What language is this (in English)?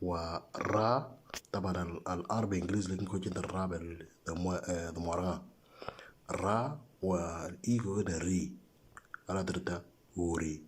Moro